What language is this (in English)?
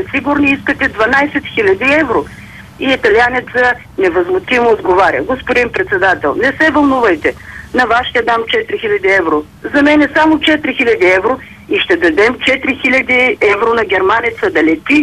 Bulgarian